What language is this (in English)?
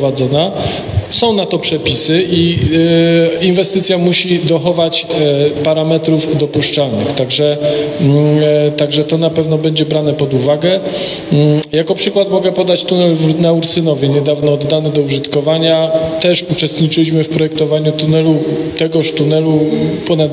Polish